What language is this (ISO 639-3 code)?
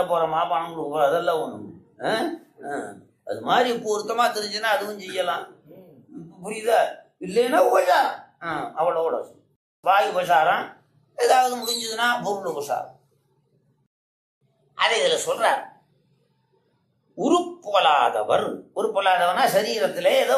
tam